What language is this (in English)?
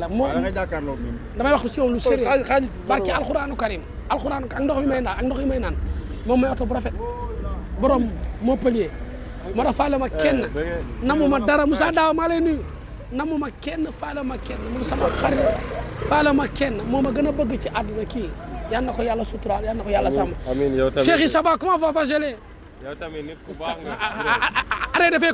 Wolof